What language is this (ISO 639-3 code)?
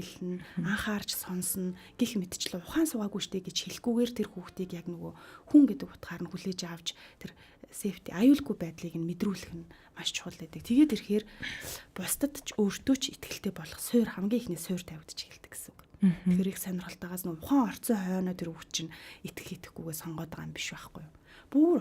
mon